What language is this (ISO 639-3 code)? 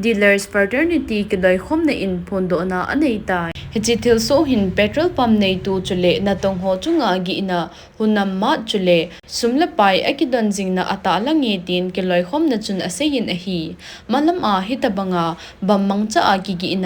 tcz